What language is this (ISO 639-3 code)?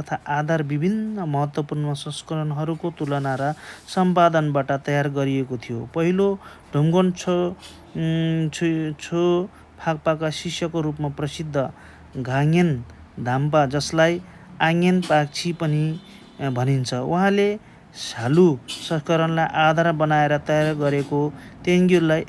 nep